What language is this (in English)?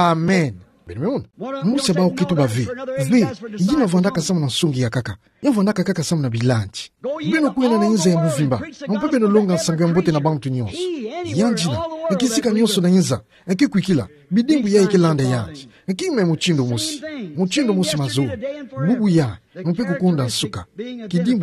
Kituba (Democratic Republic of Congo)